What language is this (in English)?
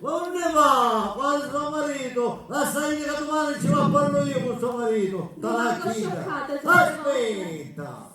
Sicilian